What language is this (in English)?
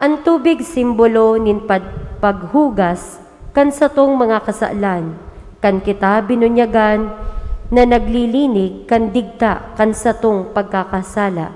Bikol